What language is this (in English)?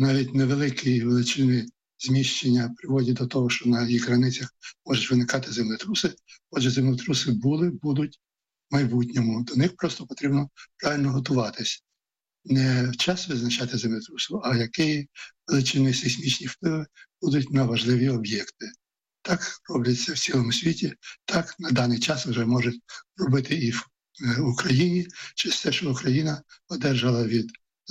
Ukrainian